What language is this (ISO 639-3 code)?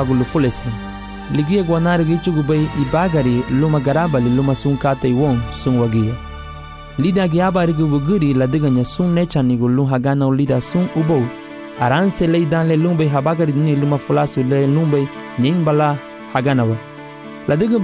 cab